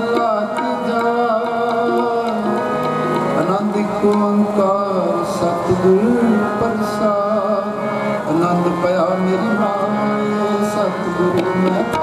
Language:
Punjabi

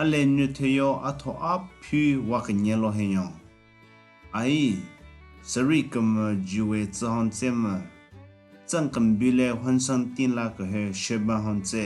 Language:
Southern Rengma Naga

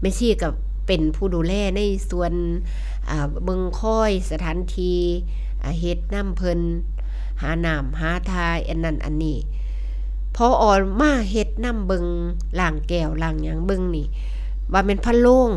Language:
Northeastern Thai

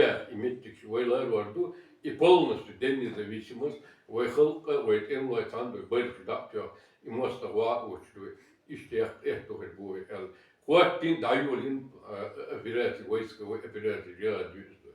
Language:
Chechen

